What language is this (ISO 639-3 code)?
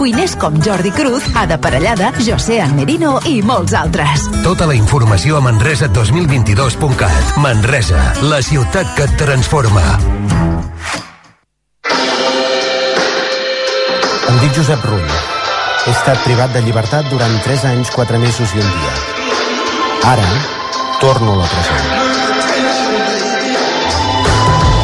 cat